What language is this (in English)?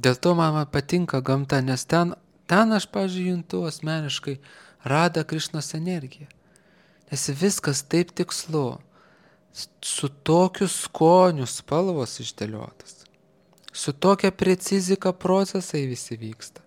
Lithuanian